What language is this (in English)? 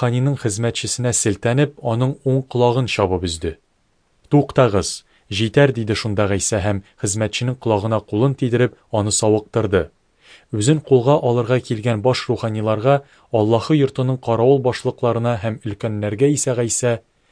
Tatar